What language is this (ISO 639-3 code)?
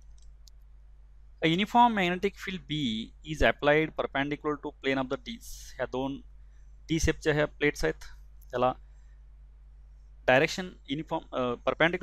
mar